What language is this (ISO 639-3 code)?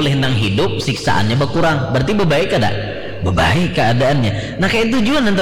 bjn